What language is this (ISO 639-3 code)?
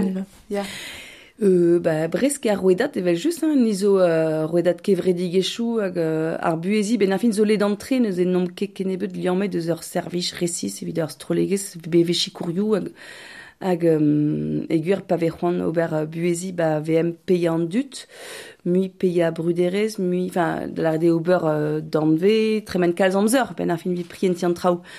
bre